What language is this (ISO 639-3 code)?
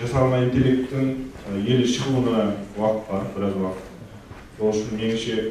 kaa